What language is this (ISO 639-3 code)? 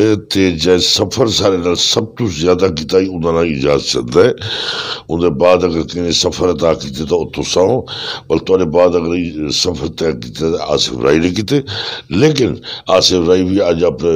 lah